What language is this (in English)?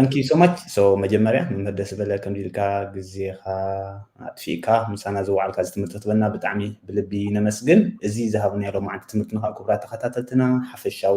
Tigrinya